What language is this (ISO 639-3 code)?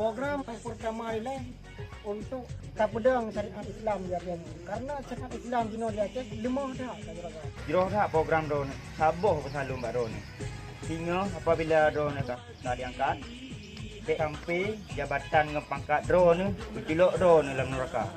ace